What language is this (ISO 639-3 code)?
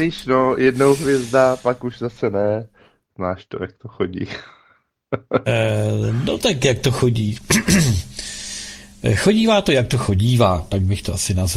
ces